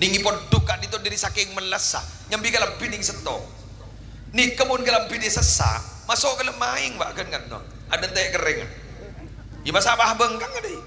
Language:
Madurese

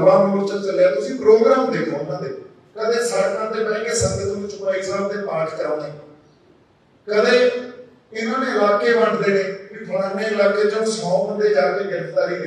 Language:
Punjabi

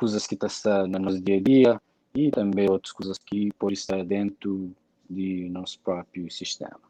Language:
Kabuverdianu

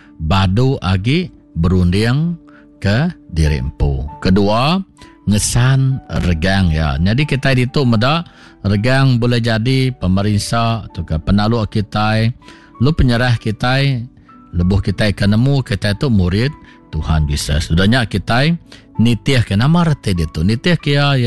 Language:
Iban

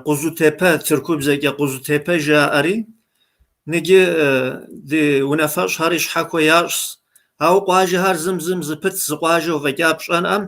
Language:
Kabardian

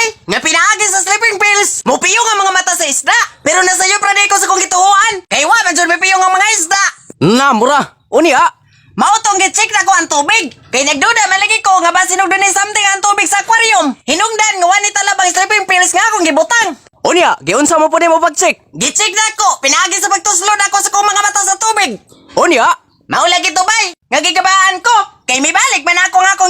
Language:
Cebuano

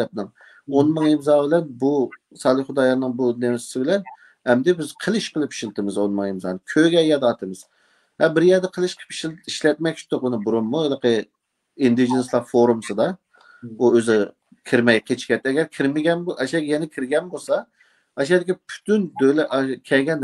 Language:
Uyghur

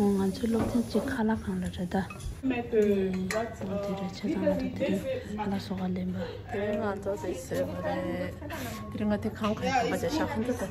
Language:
Tibetan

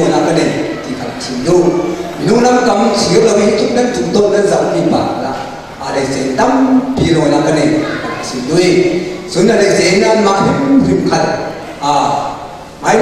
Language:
Falam Chin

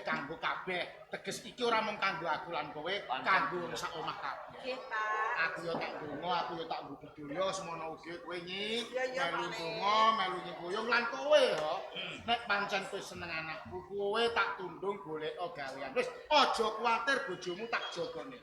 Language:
Javanese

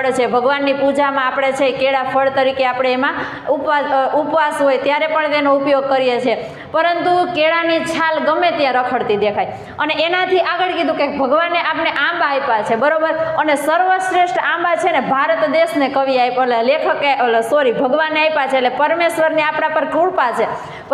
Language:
Gujarati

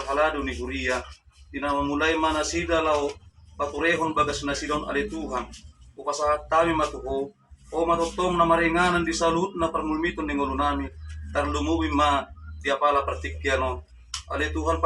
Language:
Batak Toba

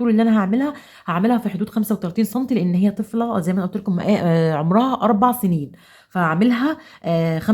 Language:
Egyptian Arabic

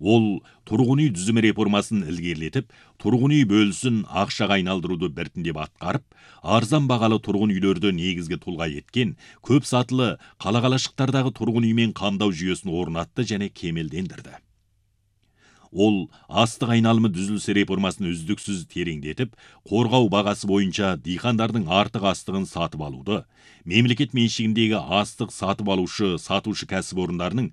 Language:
Kazakh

